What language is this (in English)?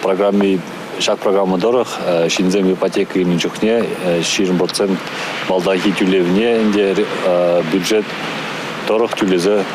Chuvash